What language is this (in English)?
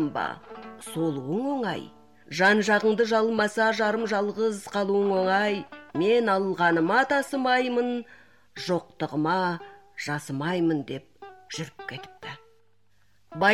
Kazakh